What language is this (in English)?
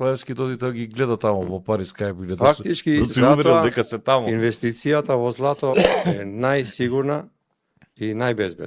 Macedonian